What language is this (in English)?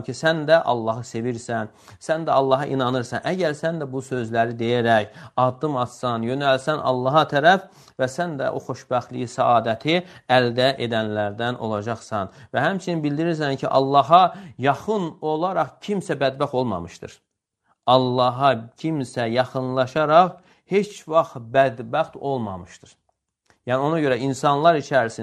Azerbaijani